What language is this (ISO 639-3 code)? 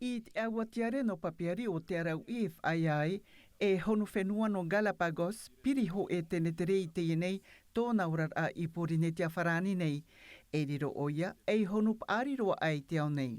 tah